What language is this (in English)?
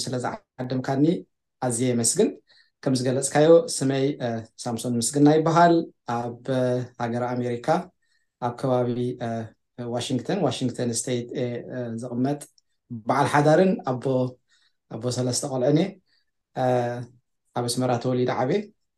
Tigrinya